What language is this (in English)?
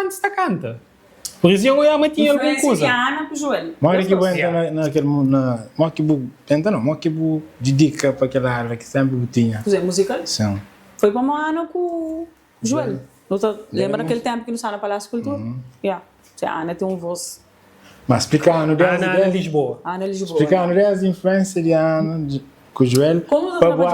Kabuverdianu